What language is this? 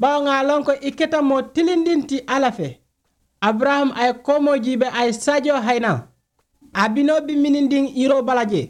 Mandingo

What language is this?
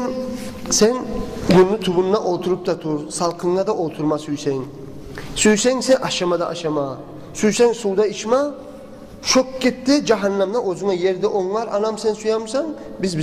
Kumyk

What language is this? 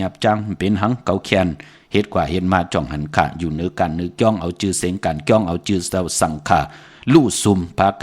Shan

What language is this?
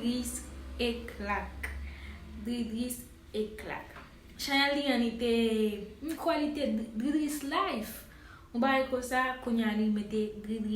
Haitian Creole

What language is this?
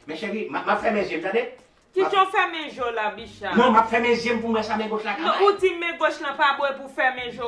Haitian Creole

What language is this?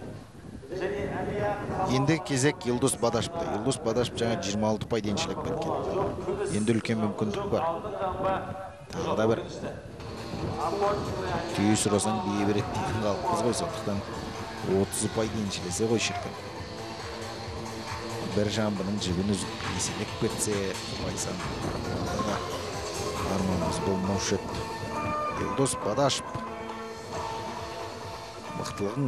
Kazakh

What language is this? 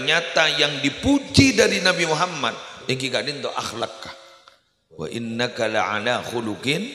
Madurese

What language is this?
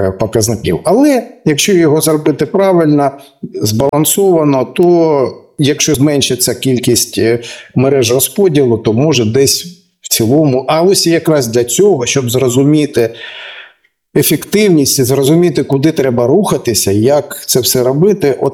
Ukrainian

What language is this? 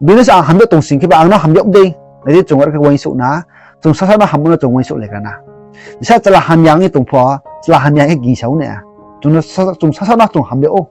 Riang (India)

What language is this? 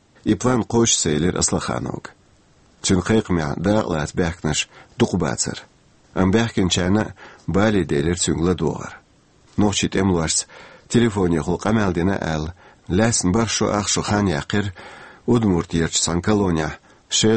Chechen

